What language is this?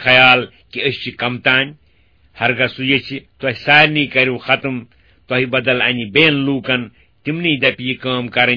Kashmiri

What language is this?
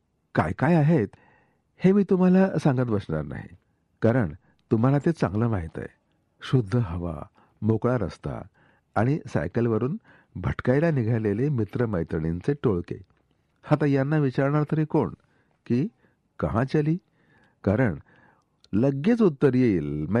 Marathi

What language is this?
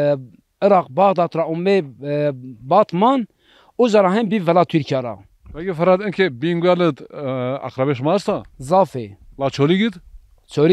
Zaza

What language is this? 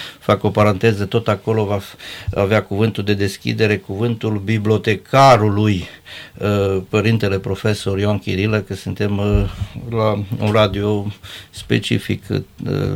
Romanian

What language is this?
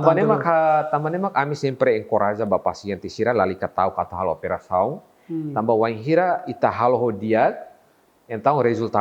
Tetum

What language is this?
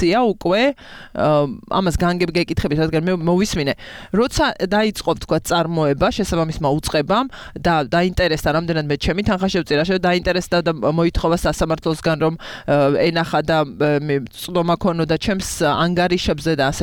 Georgian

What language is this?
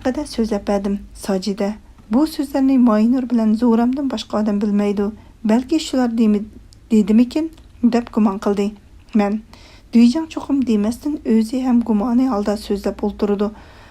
Uyghur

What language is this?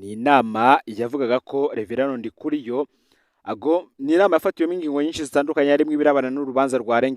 Rundi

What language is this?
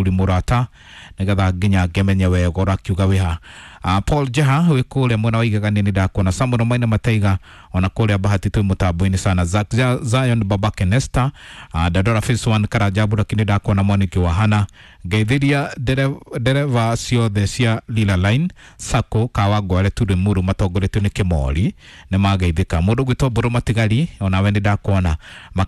Kikuyu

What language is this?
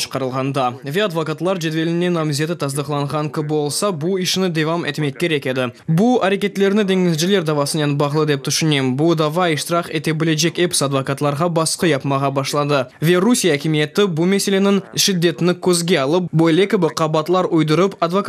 Crimean Tatar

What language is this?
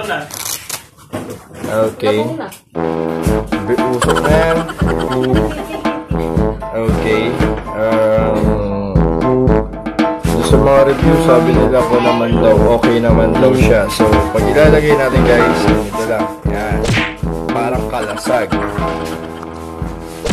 Filipino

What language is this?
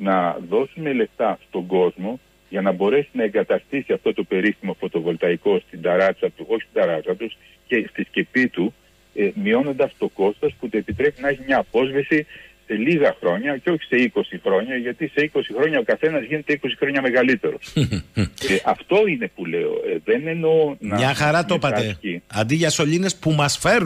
Greek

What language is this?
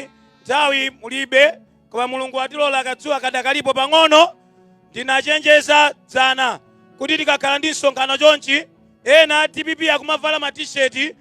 Nyanja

